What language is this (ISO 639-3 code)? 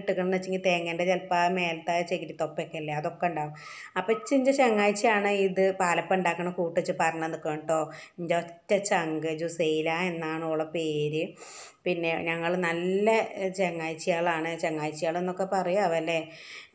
mal